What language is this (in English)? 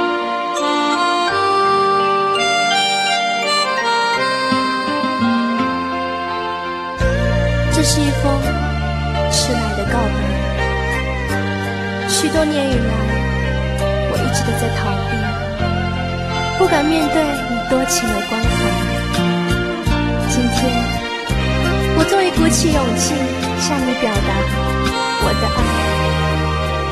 Chinese